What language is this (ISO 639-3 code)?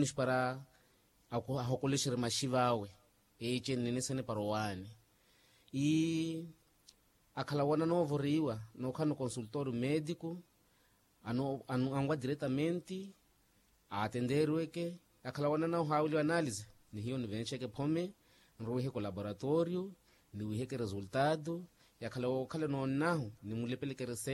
vmw